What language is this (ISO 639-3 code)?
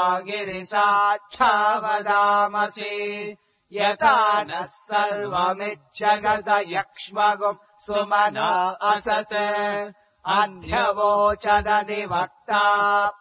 san